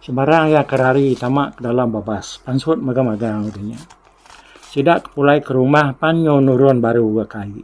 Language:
Iban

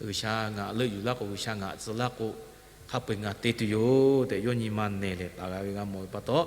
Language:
Lahu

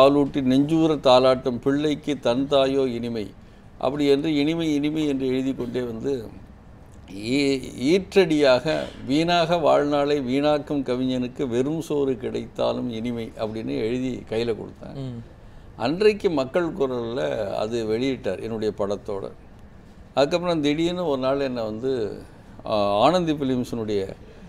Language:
Tamil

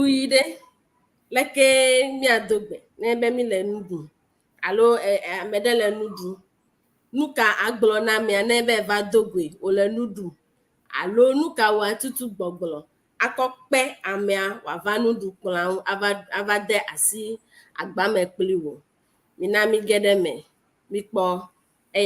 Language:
Ewe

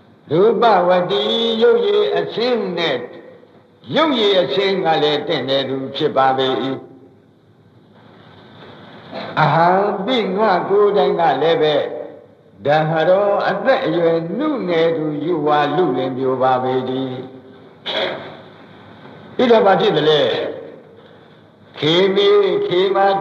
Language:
Burmese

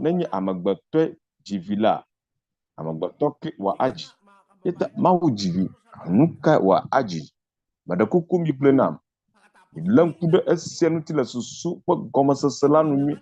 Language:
Ewe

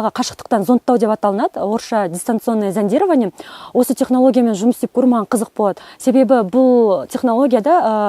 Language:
Kazakh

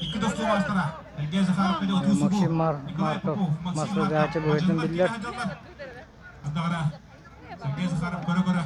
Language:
Yakut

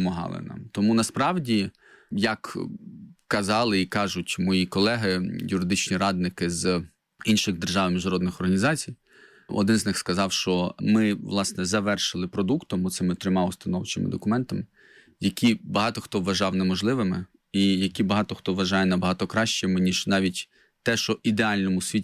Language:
Ukrainian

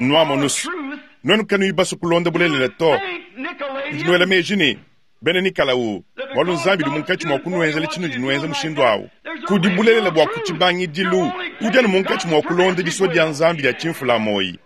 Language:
Luba-Lulua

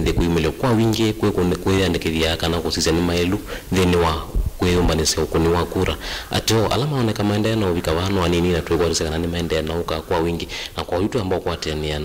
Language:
Kamba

